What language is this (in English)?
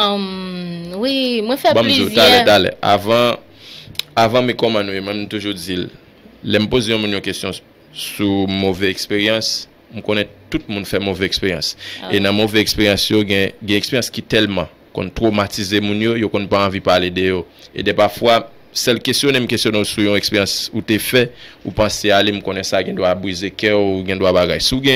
Haitian Creole